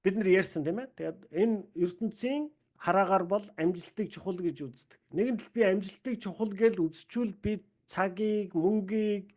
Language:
Mongolian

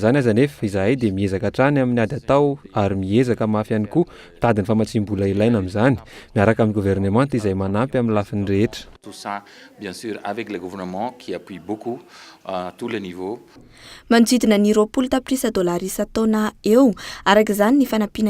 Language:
Malagasy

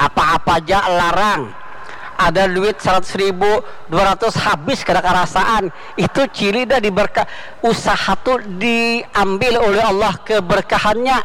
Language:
Banjar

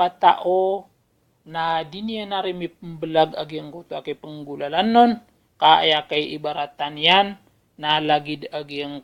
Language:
Maranao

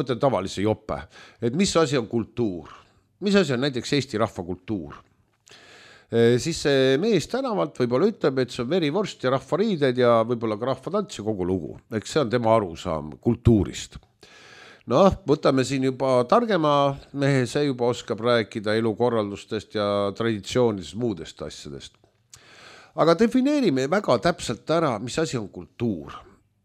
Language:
Estonian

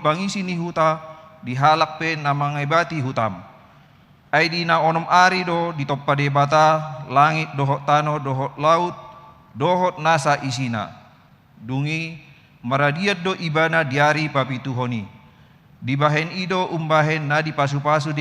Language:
Batak Toba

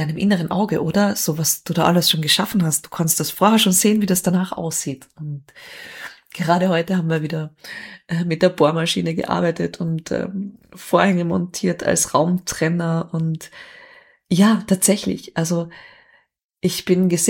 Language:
German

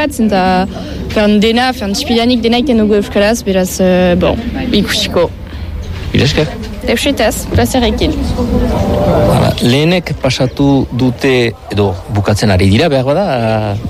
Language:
Basque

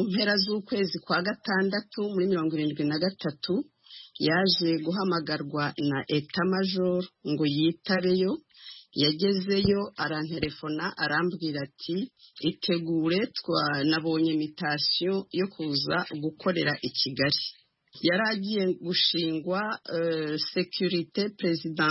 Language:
Kinyarwanda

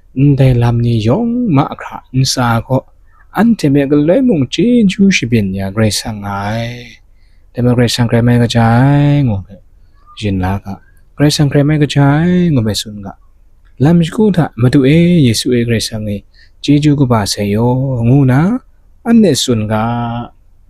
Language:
Kachin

